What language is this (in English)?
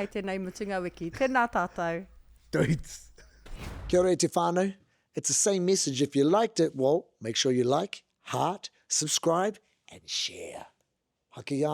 Māori